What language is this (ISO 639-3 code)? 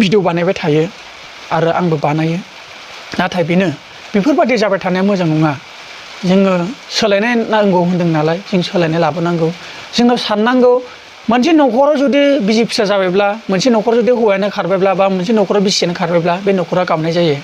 brx